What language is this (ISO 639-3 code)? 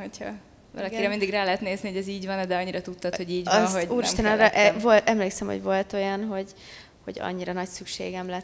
hun